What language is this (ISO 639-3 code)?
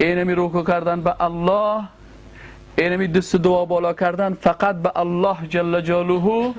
fas